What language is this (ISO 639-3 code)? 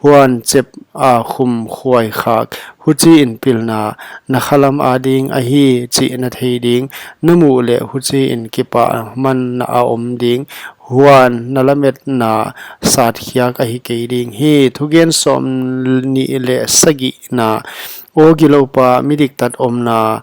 pck